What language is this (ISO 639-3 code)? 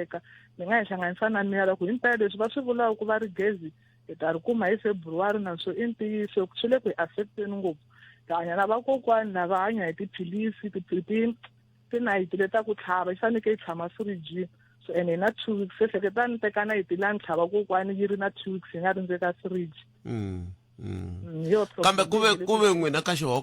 tso